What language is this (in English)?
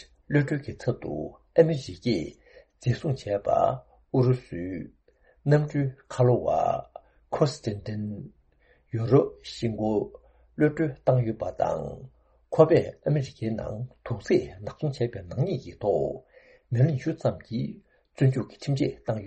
Tibetan